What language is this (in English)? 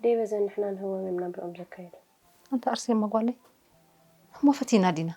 Tigrinya